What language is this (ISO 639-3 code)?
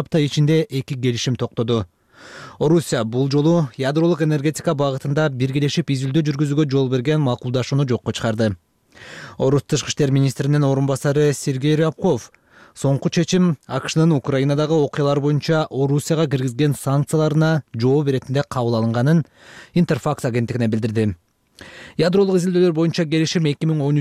kir